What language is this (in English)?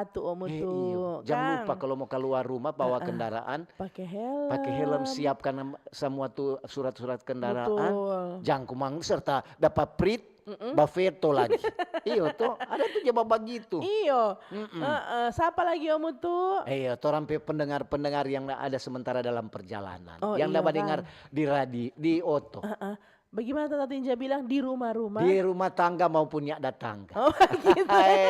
Manado Malay